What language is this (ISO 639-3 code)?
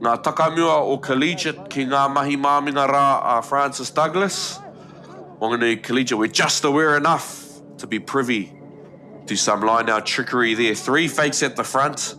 mri